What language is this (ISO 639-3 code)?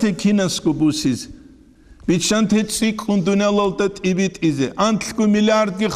ava